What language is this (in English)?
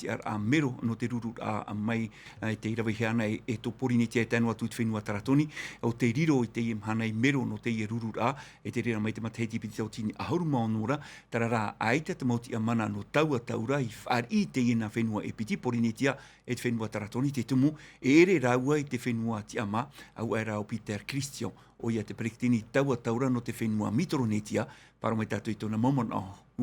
Tahitian